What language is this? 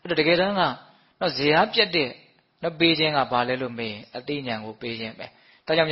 Burmese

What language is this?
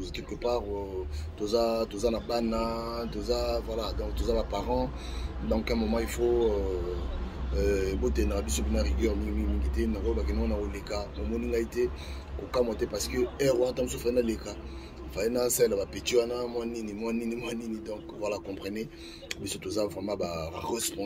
Lingala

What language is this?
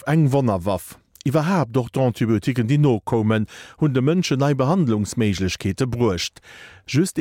Luxembourgish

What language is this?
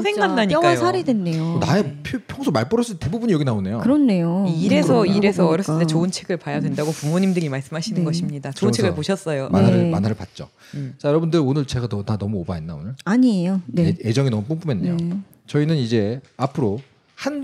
Korean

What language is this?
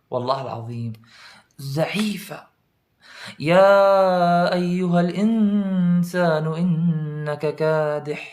Kurdish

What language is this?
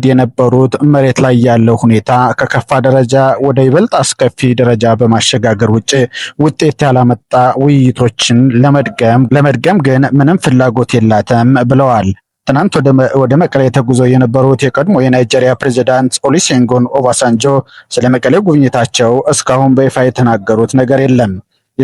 Amharic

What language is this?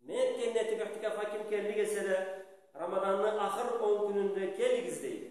Karachay-Balkar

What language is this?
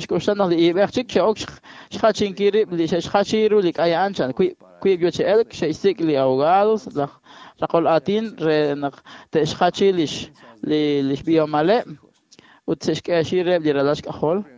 Kekchí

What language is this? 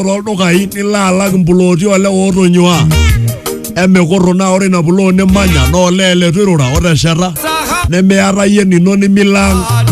Masai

